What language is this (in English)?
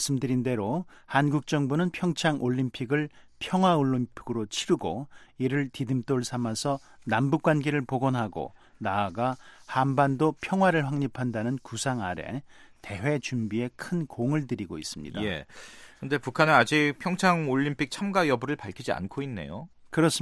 Korean